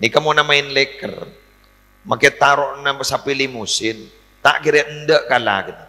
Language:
Madurese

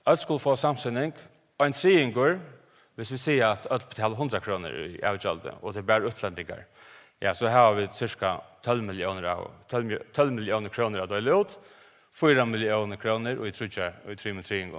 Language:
Faroese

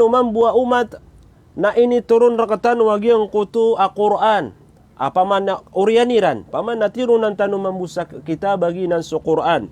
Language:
Maranao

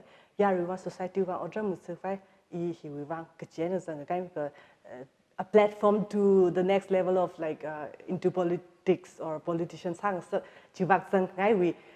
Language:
Tangkhul Naga (India)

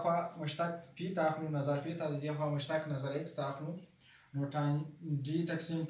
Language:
Pashto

